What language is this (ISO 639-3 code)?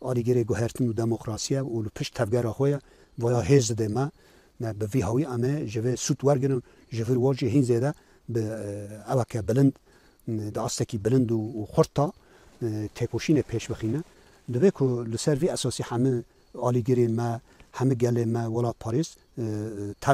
kur